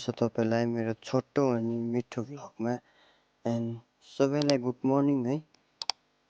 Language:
Nepali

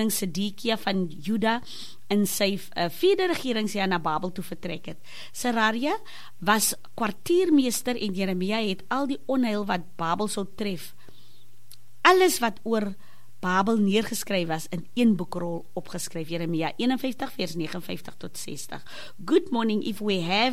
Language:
Afrikaans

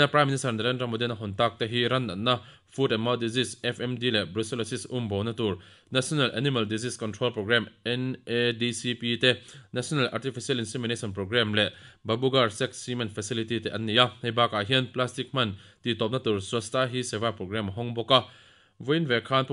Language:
Mizo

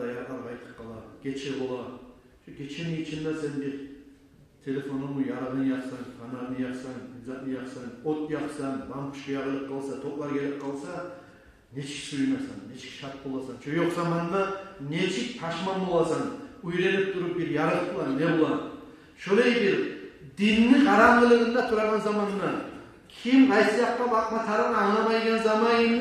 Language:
Kumyk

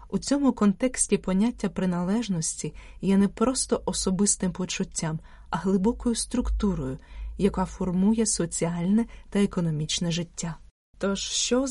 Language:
Ukrainian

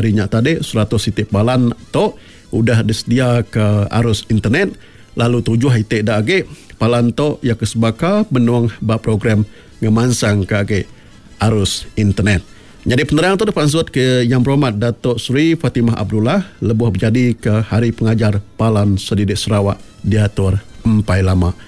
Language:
Iban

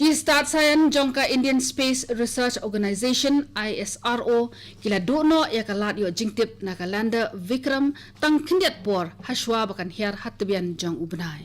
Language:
Khasi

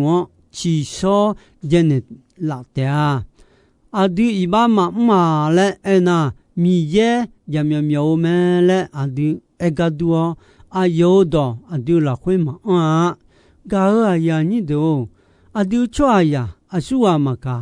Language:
Akha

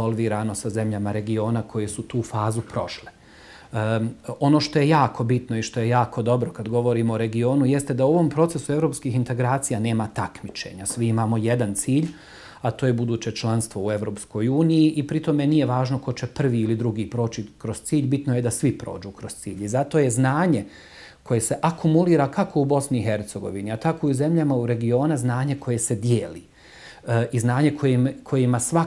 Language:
Bosnian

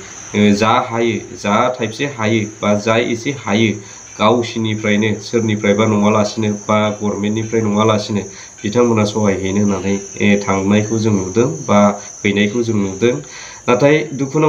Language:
Bodo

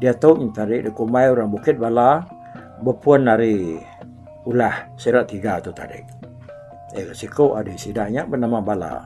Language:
Iban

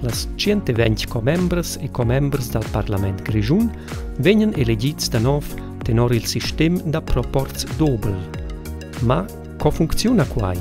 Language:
Romansh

